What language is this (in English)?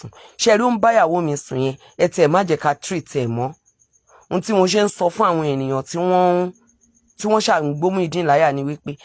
Yoruba